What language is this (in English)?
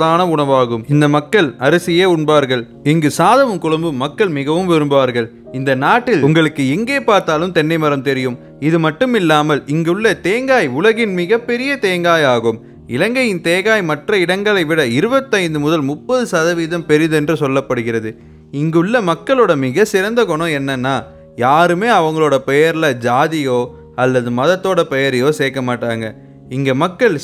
Tamil